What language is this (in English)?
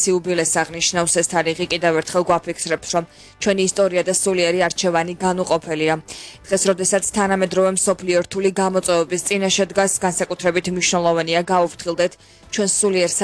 Georgian